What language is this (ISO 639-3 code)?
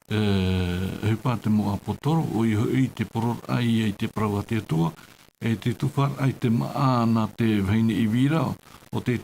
tah